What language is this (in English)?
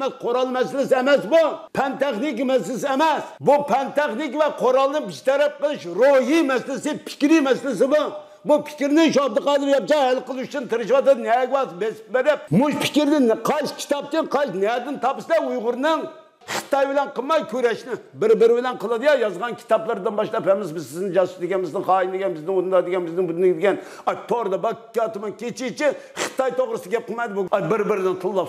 Uyghur